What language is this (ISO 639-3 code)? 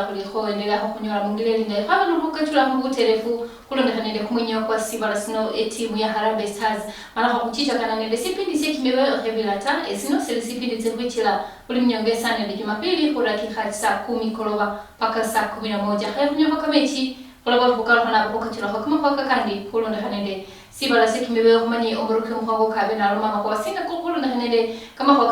luy